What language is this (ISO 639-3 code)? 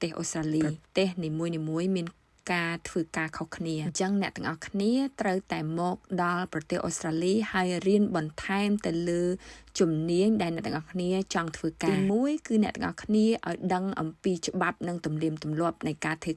khm